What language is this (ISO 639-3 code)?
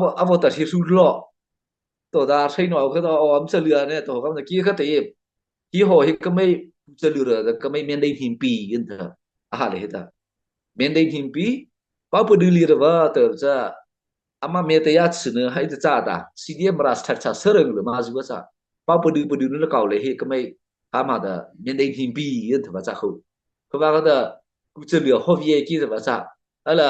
mrh